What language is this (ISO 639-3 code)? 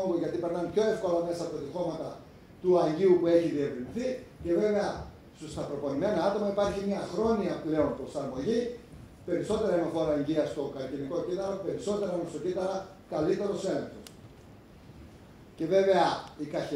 ell